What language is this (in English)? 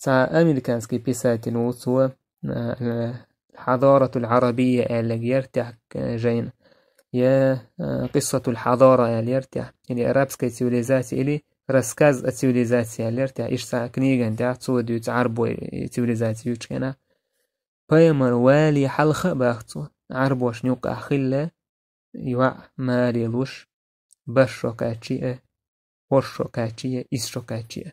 Chechen